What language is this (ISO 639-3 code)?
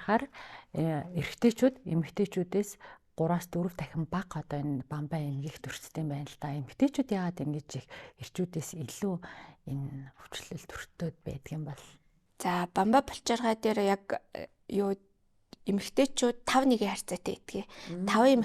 mon